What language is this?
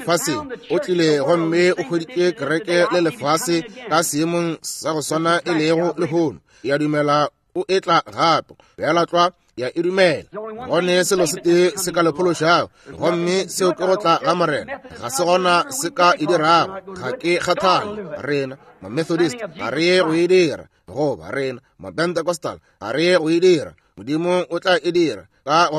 Northern Sotho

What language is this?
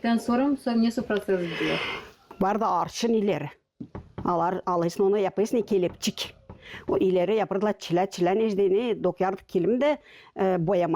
Gagauz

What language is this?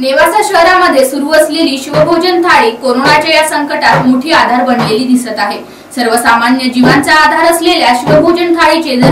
Marathi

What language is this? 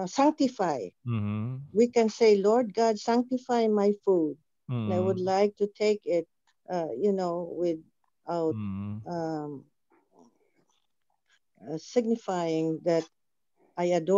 Filipino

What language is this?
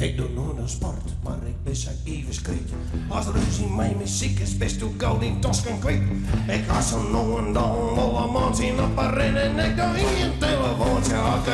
Western Frisian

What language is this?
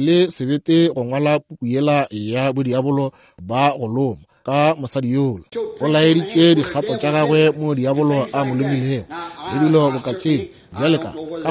Northern Sotho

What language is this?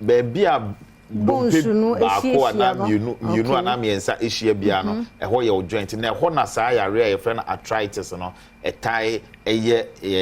Akan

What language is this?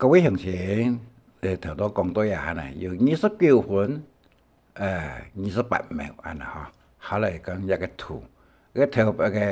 Hakka Chinese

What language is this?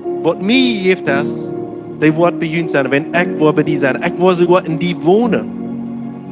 Plautdietsch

